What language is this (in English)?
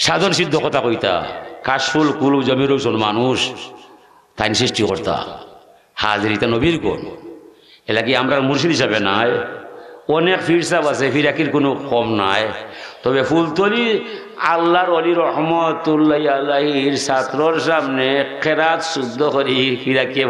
Sylheti